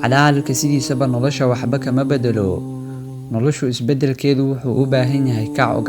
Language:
Somali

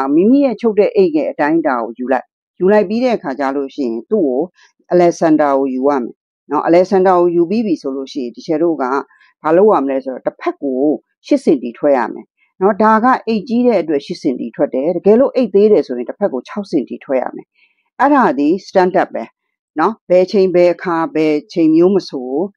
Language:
Burmese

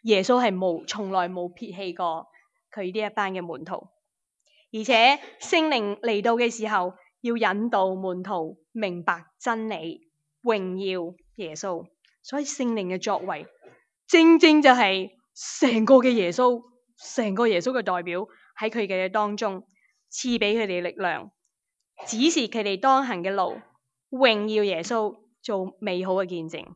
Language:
Cantonese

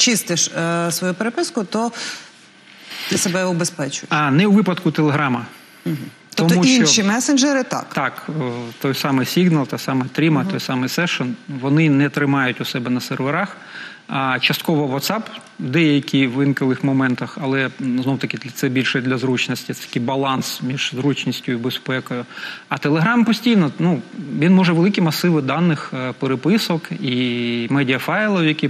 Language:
Ukrainian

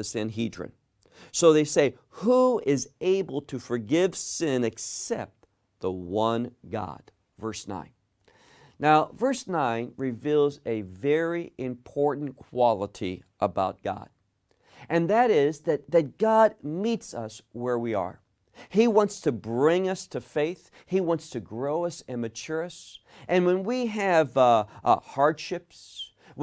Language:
English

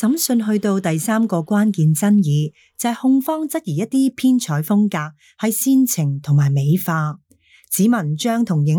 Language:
Cantonese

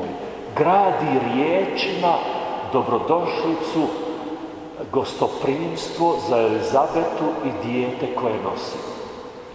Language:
Croatian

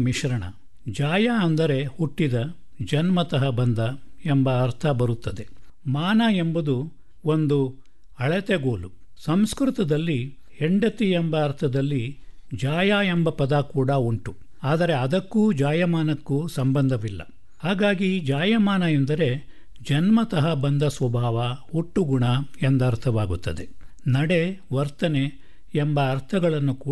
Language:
Kannada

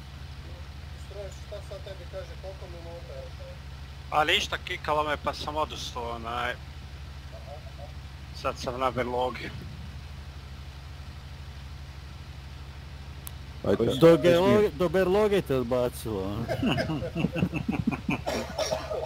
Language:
Croatian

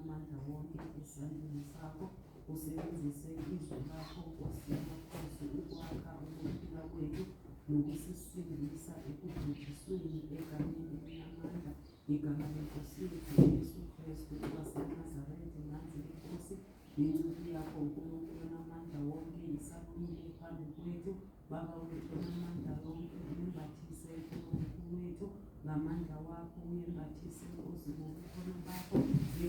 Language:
Zulu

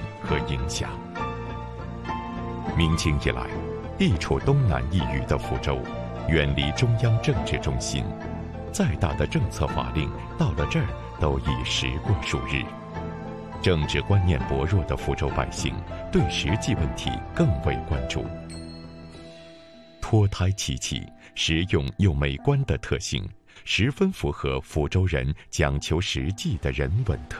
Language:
Chinese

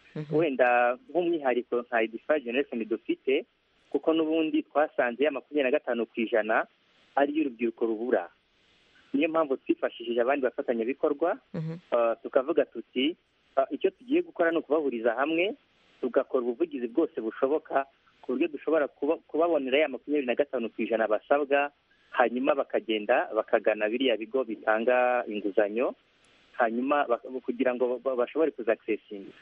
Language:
Kinyarwanda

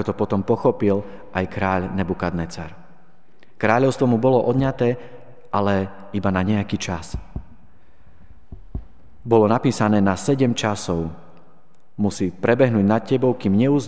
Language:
Slovak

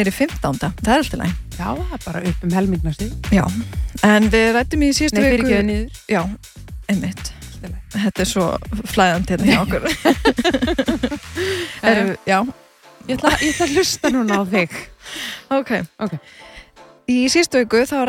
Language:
Icelandic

